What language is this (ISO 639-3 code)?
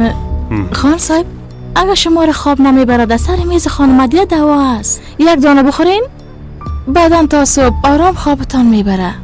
fas